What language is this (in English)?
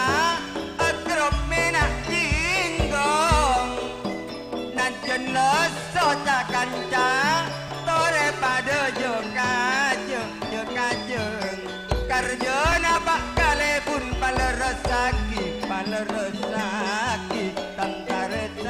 Madurese